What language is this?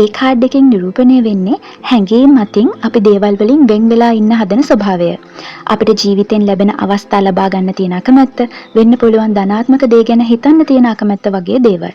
Sinhala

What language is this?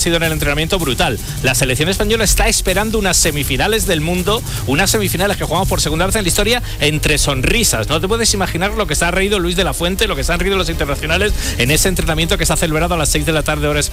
Spanish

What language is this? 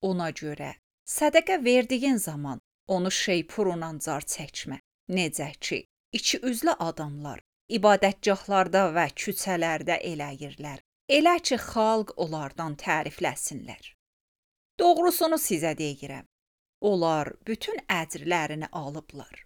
Azerbaijani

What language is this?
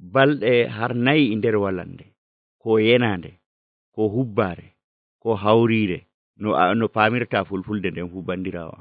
Nigerian Fulfulde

